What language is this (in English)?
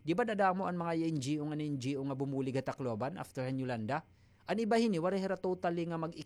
Waray